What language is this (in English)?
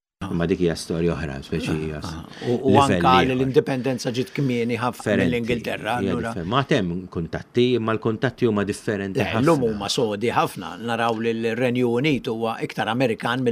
Maltese